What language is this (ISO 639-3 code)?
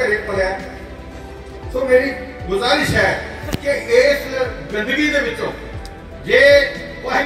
pan